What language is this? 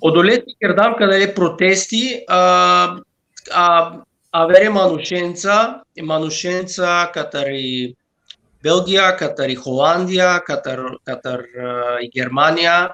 Balkan Romani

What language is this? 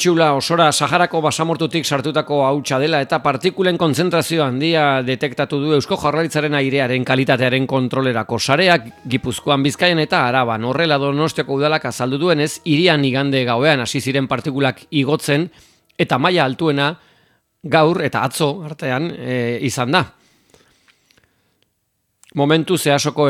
Basque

